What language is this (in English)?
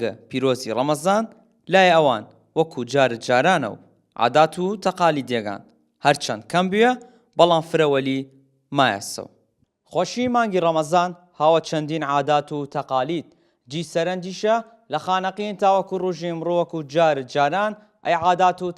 Southern Kurdish